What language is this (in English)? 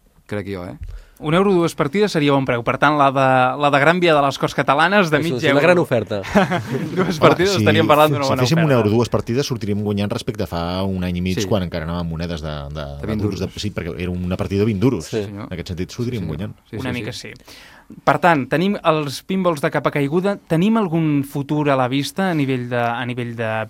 Catalan